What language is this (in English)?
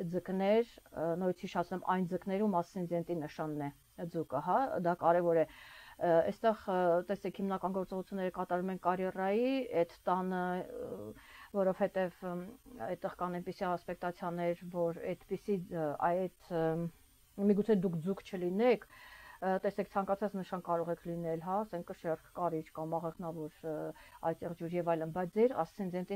Armenian